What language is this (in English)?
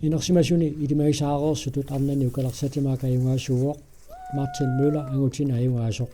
Kalaallisut